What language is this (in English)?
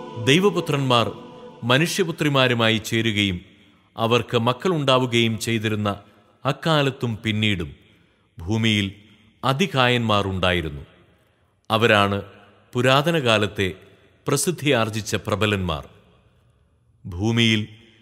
Malayalam